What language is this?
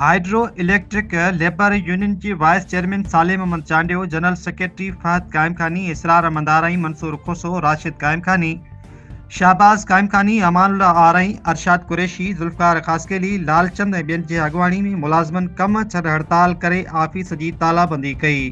Sindhi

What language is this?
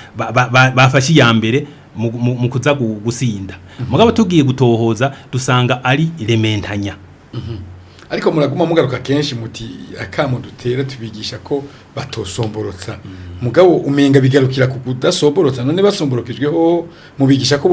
Rundi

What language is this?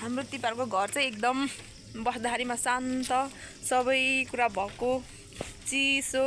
Nepali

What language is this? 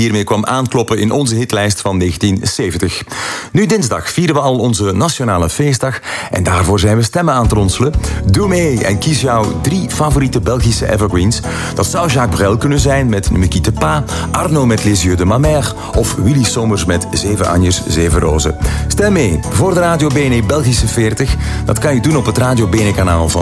Dutch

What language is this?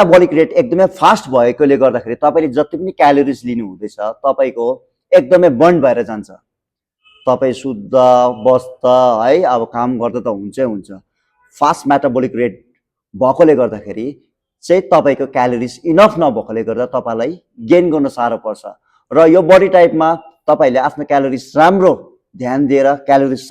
Nepali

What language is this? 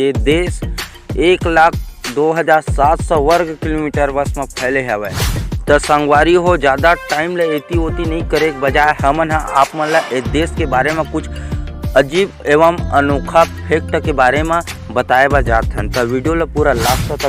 Chhattisgarhi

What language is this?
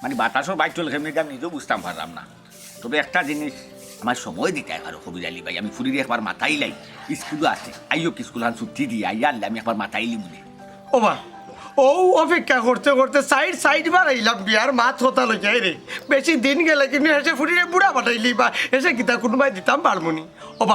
Sylheti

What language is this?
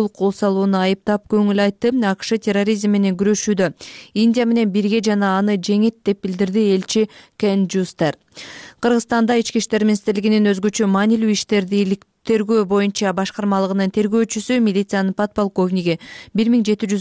Kyrgyz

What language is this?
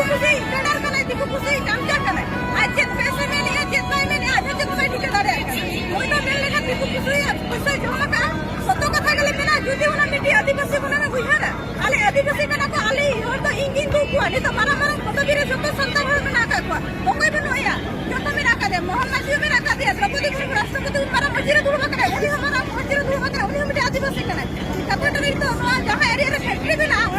Santali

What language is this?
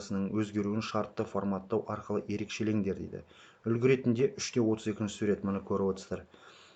Kazakh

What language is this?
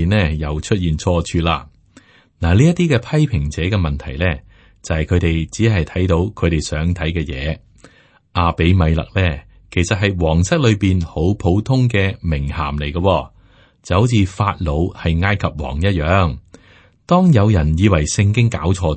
Cantonese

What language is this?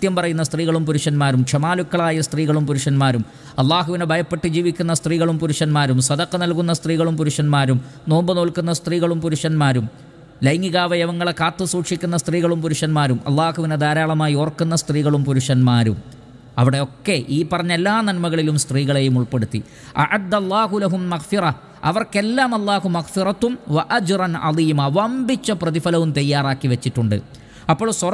Malayalam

